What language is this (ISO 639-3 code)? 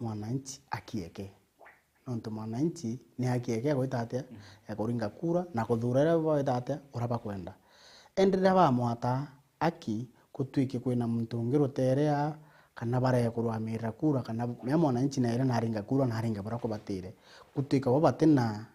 mer